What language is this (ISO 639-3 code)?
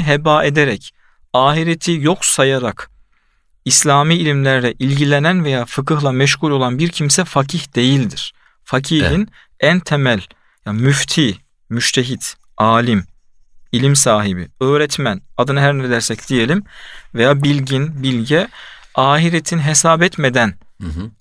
tur